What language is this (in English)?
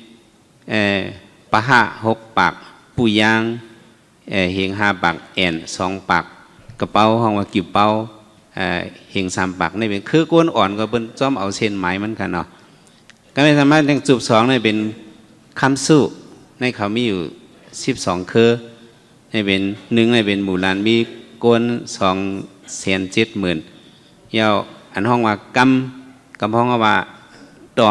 Shan